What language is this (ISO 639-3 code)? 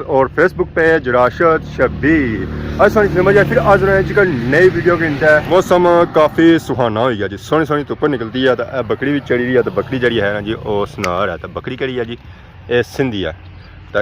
phr